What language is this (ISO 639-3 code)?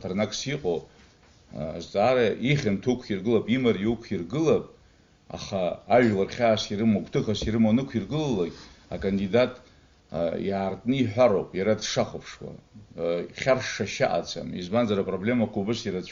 abk